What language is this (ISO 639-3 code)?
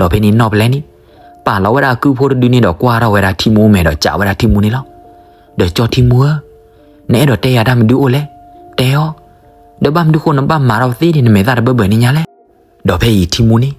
ksw